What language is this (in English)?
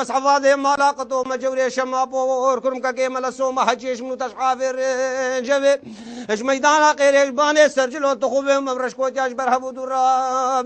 Kurdish